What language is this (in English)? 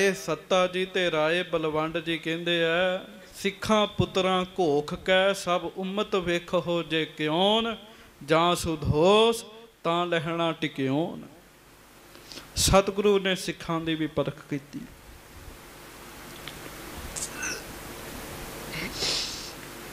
Punjabi